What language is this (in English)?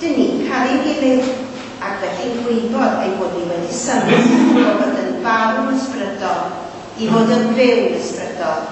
Welsh